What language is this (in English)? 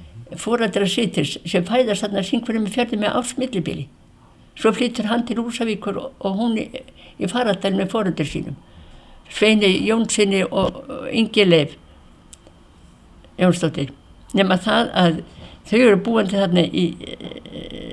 Icelandic